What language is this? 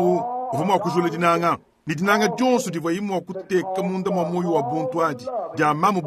Luba-Lulua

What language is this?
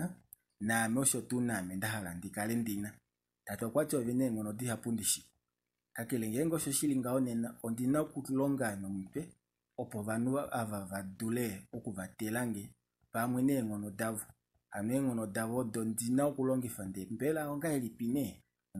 Kuanyama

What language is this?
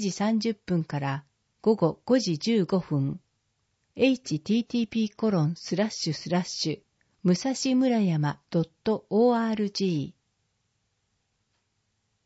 Japanese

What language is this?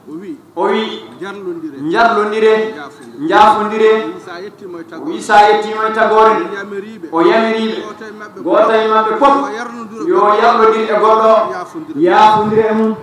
Fula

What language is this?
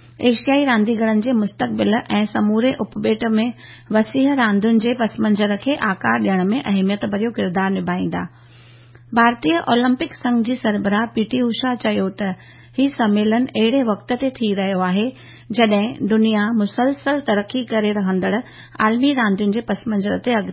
Sindhi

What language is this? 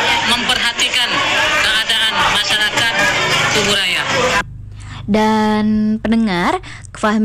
Indonesian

